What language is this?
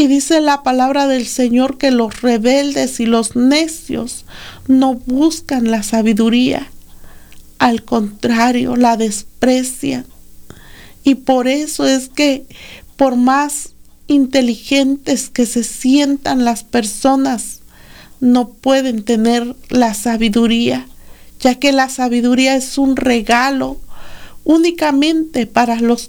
Spanish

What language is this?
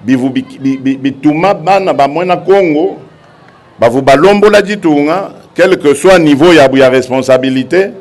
Luba-Lulua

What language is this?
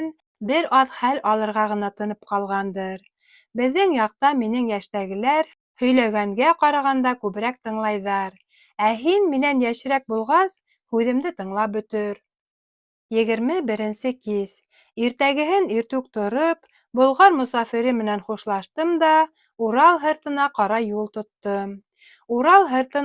Bashkir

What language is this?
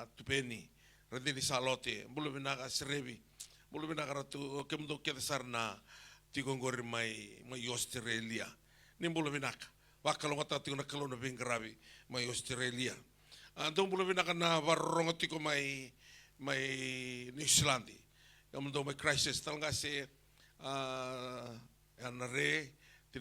Fijian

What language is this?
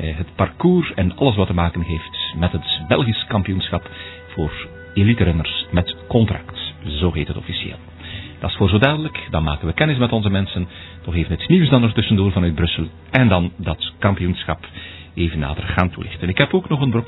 Dutch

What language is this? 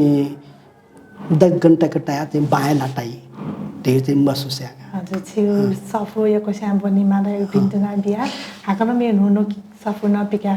Newari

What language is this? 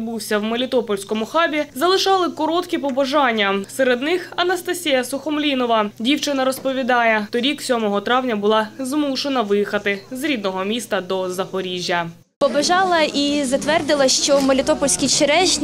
Ukrainian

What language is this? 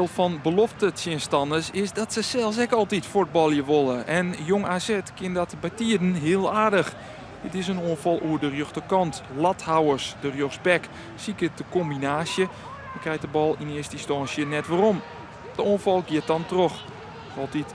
Western Frisian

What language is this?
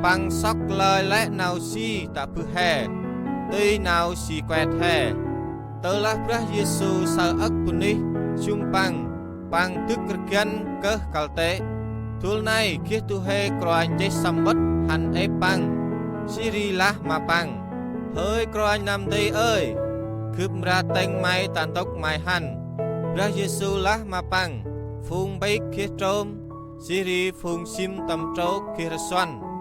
Central Mnong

